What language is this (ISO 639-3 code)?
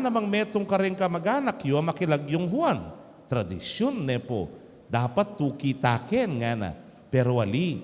pam